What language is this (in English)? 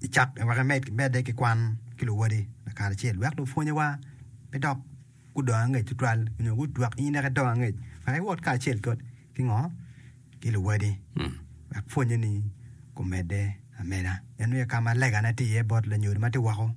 Acoli